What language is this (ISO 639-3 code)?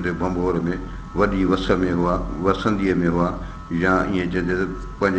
snd